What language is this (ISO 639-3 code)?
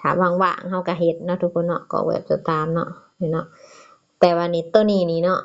lao